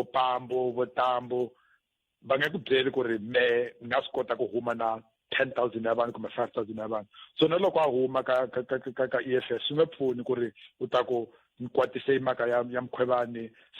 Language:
Tsonga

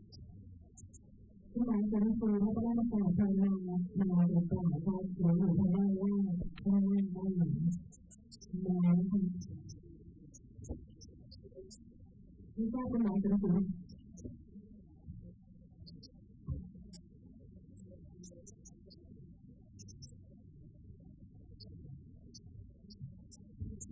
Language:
Thai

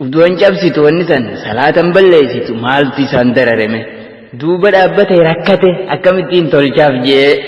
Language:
Oromo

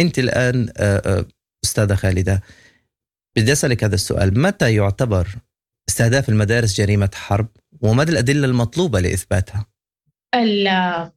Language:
Sudanese Arabic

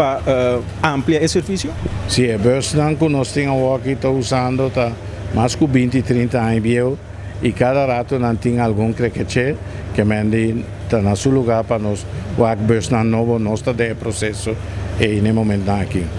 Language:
Papiamento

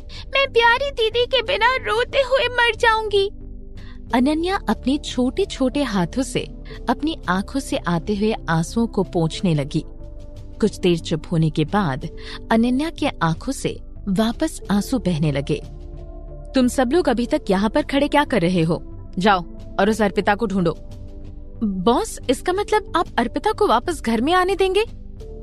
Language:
Hindi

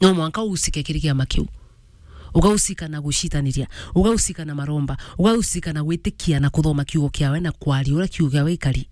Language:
Meru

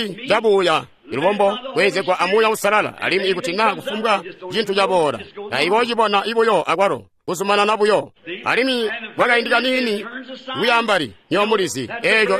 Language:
Tonga (Zambia)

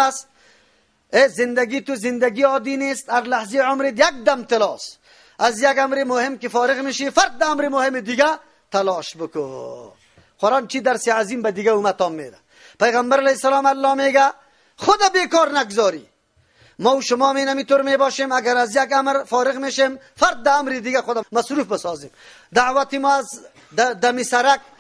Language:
Persian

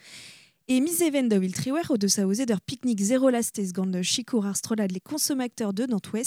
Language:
Breton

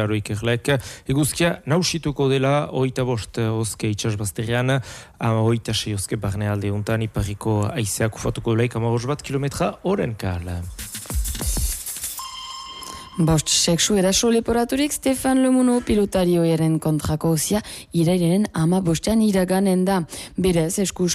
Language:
Basque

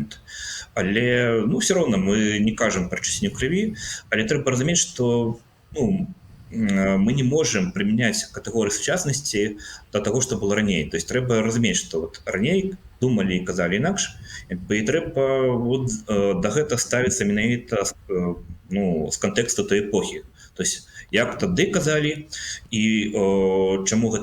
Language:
Belarusian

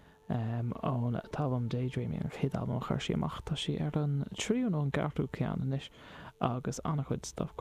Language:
Irish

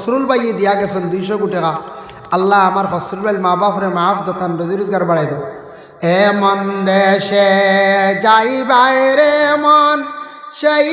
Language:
Sylheti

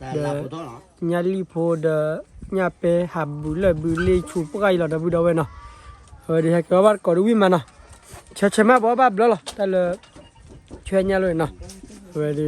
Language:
S'gaw Karen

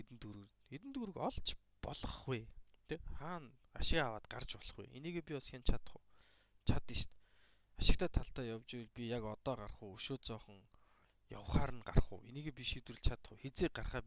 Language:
Mongolian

